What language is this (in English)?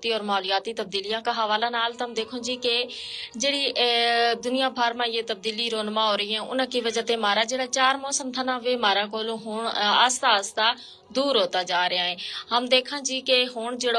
Gujari